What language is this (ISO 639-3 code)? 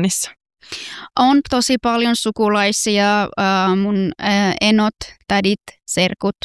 fin